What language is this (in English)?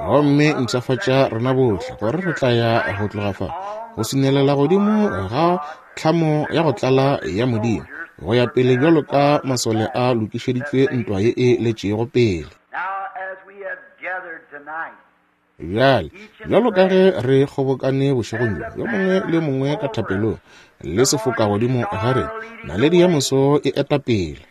Northern Sotho